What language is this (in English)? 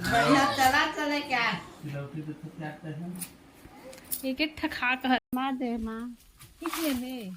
Chhattisgarhi